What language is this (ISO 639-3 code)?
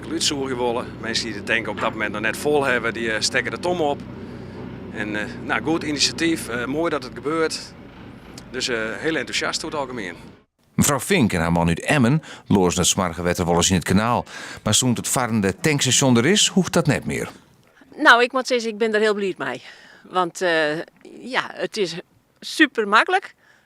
fry